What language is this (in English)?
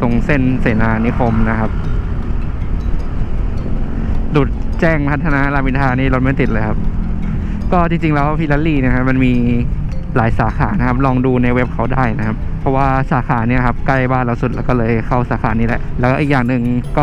Thai